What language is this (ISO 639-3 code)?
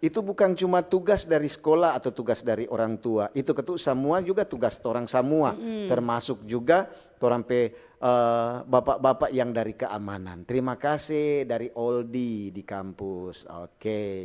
xmm